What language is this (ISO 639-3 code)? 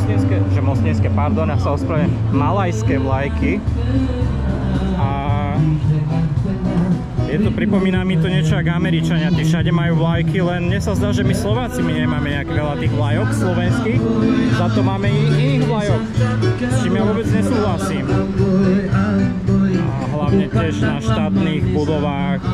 slk